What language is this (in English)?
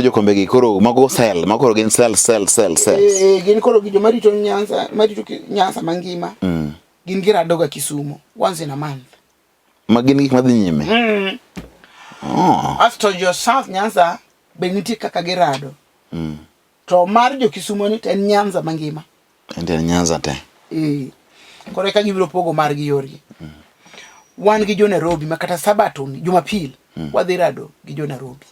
Luo (Kenya and Tanzania)